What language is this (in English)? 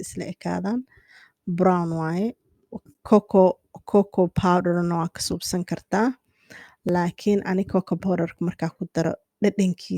Somali